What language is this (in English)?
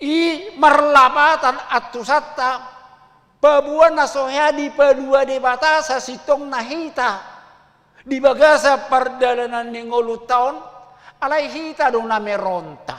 Batak Toba